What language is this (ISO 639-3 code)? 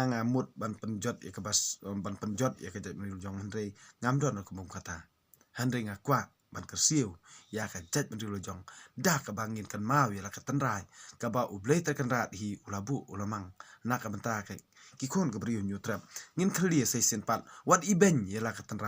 kha